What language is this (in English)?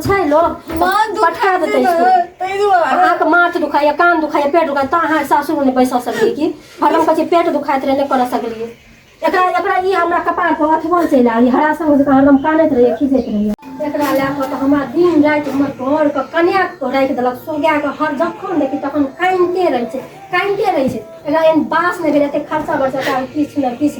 Maithili